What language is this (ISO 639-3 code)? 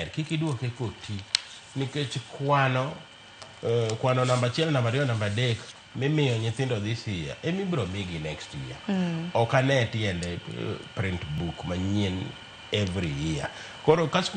luo